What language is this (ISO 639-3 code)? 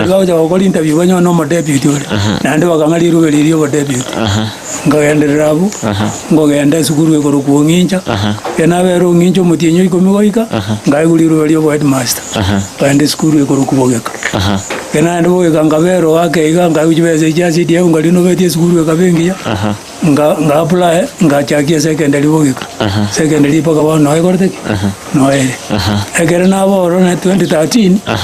guz